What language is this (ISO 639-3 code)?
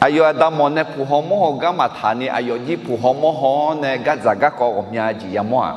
ahk